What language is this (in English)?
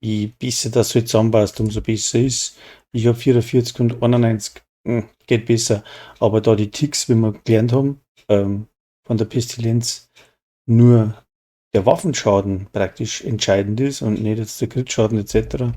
Bavarian